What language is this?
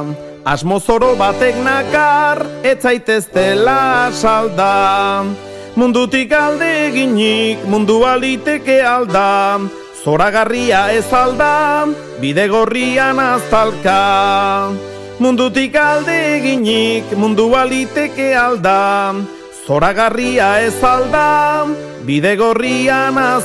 Basque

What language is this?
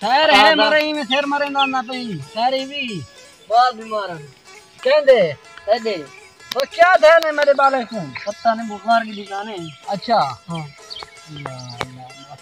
Saraiki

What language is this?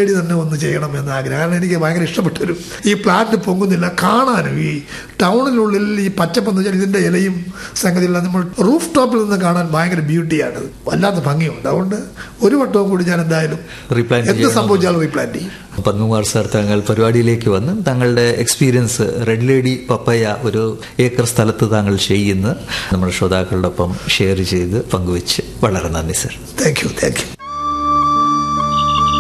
Malayalam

